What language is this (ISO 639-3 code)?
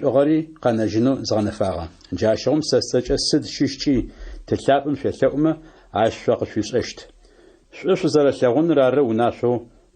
ady